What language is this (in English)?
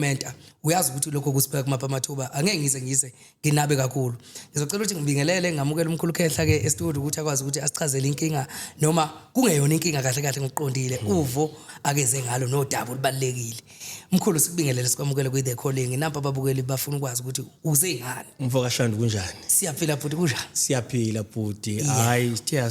Zulu